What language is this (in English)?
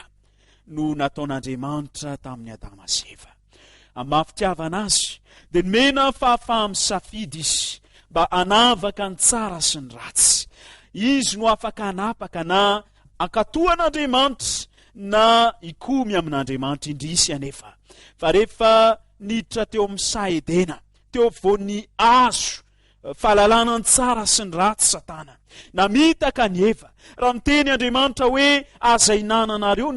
Malagasy